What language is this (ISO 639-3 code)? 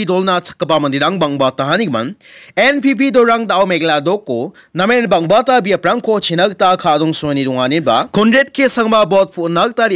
grt